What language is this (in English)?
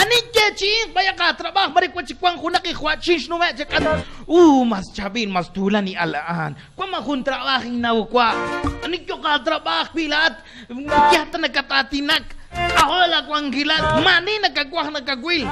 Kekchí